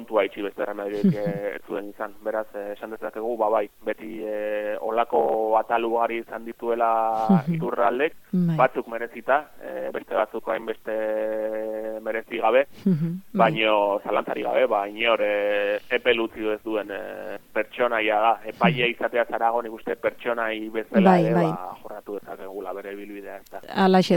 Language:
Basque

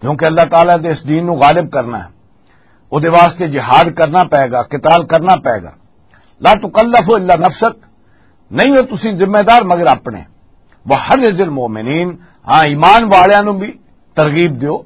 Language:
Western Panjabi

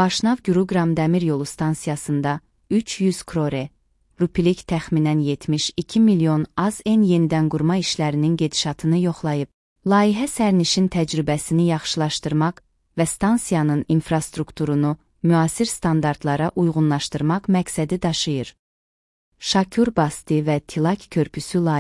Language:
Azerbaijani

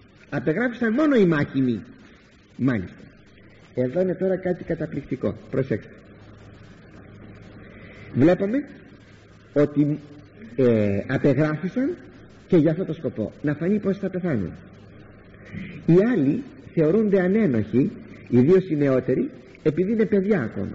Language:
Greek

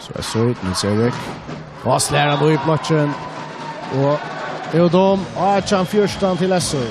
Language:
Faroese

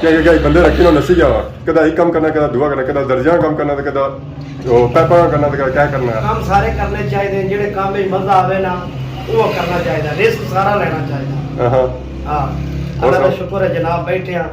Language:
Pahari-Potwari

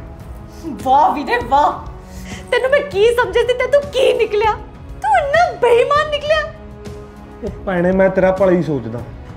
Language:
Punjabi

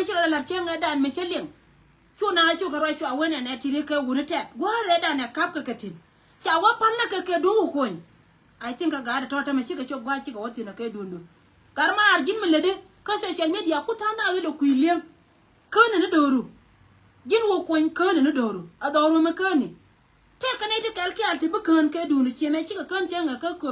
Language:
Nuer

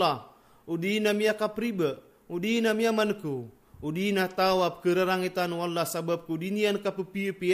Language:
Maranao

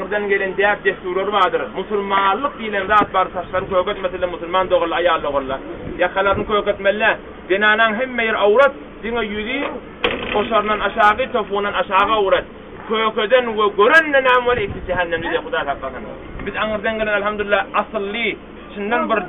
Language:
Turkmen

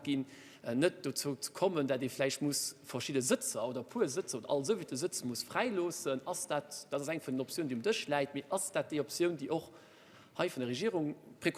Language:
Luxembourgish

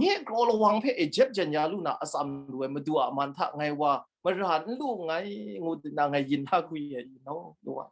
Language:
Kachin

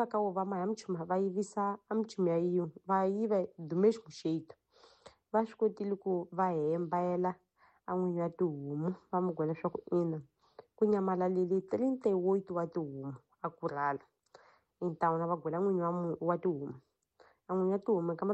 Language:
Tsonga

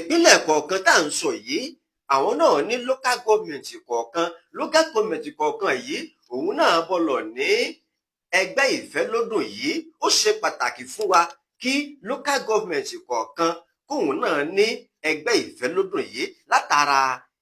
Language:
Yoruba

